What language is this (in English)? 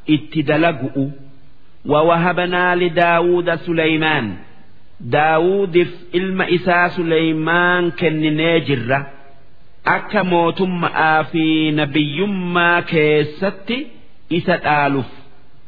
Oromo